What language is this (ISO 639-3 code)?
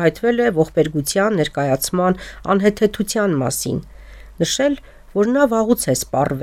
hye